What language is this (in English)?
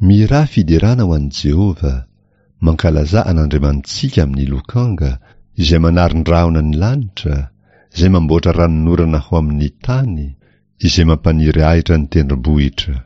Malagasy